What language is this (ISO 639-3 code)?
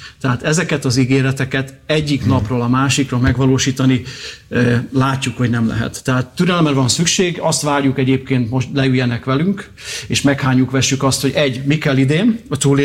hun